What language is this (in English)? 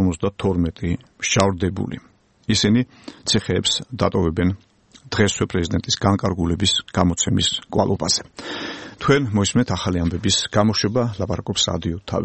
Georgian